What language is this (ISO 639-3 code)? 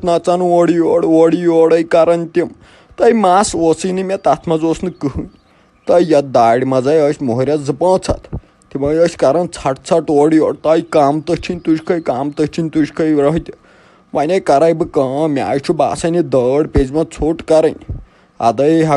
kas